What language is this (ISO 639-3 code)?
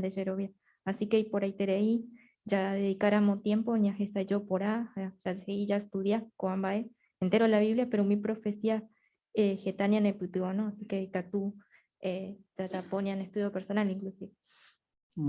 grn